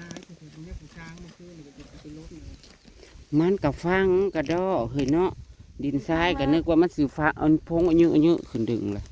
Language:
Northeastern Thai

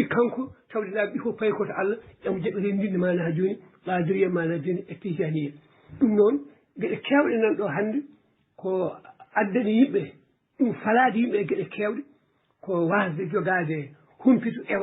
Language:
Fula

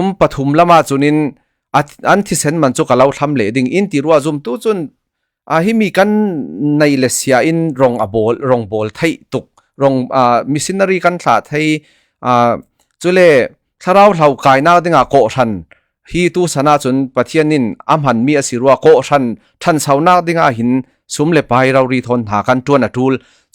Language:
Falam Chin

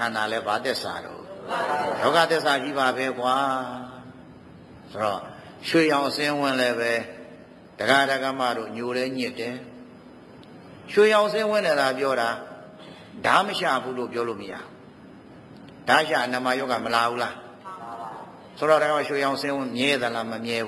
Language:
Burmese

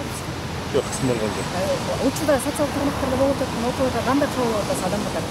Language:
Kyrgyz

